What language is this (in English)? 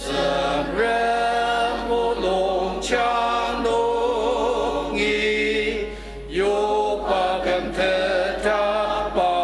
Ao Naga